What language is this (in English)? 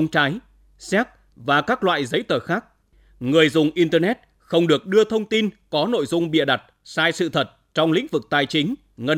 Vietnamese